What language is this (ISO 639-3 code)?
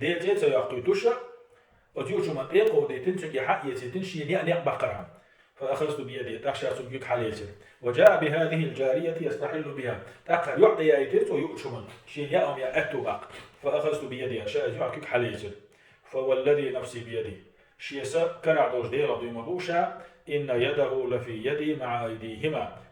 che